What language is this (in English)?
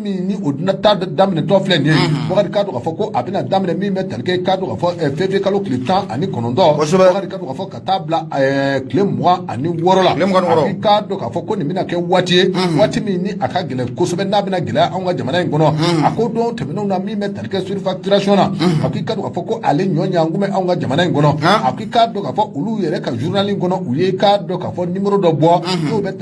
Bambara